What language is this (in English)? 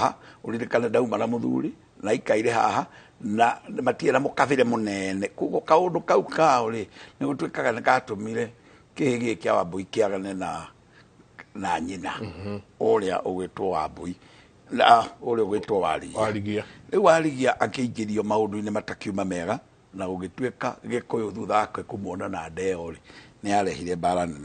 Kikuyu